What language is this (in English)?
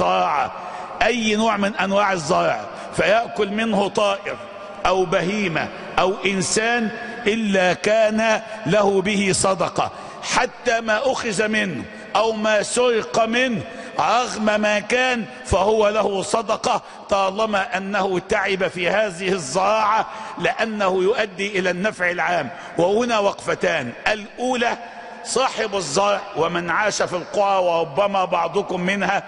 Arabic